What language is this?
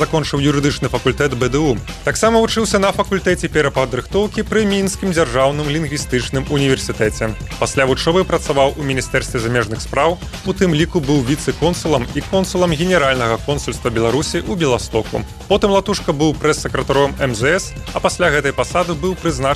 Belarusian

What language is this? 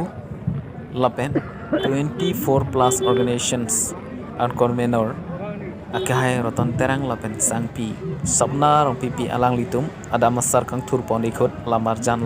Karbi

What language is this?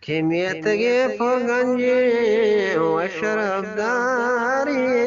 Eastern Balochi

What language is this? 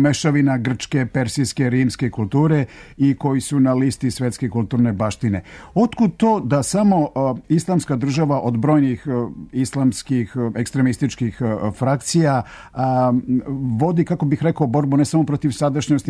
Serbian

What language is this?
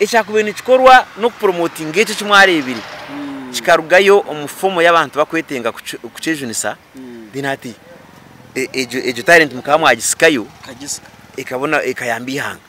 Nyankole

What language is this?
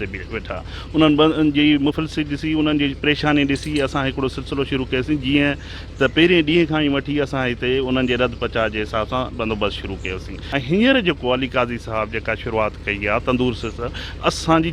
Sindhi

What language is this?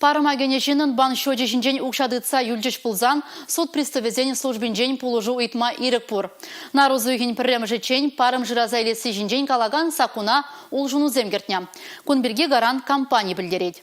Chuvash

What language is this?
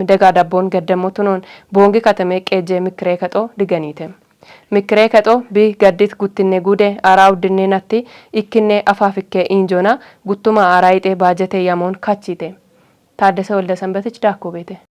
Kafa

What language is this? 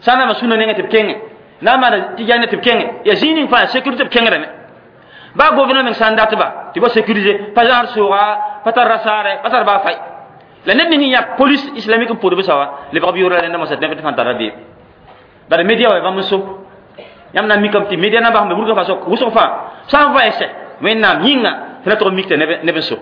Mossi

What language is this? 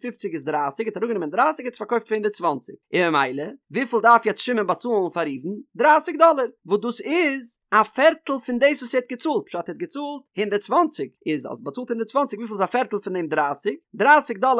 Yiddish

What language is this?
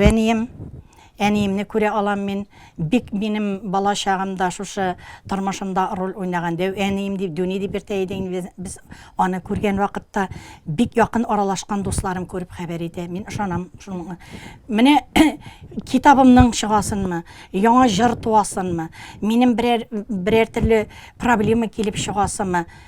Tatar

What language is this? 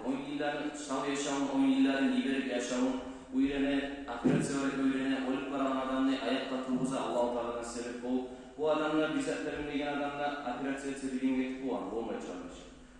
Kumyk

